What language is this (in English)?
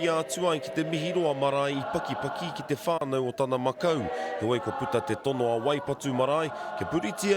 Māori